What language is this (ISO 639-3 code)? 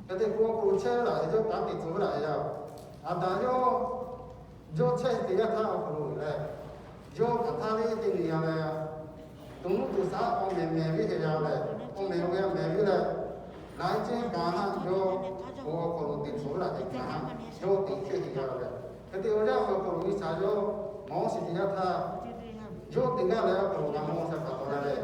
lhu